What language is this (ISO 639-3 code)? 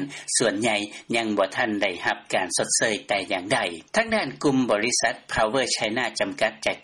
lao